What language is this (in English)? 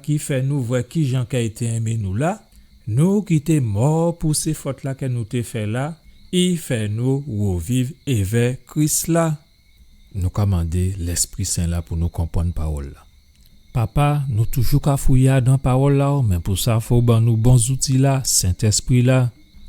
Guadeloupean Creole French